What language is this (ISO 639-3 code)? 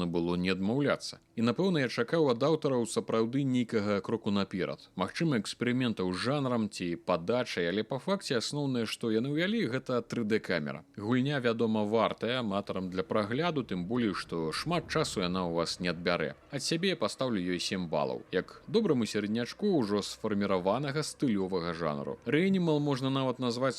bel